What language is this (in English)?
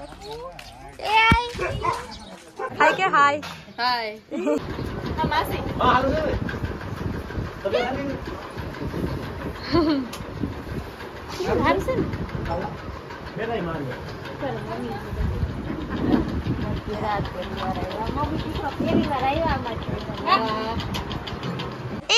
Gujarati